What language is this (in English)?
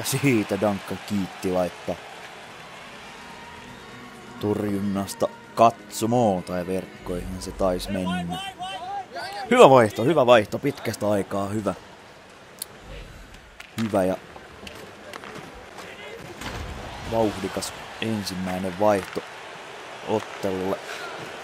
Finnish